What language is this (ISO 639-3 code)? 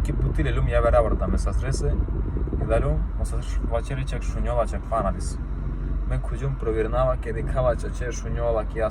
rom